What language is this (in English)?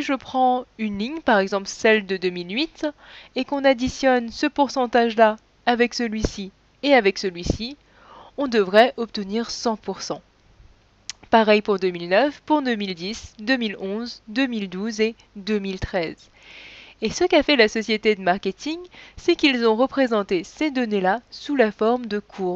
French